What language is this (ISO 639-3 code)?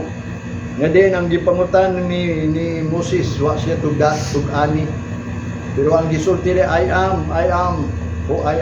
ceb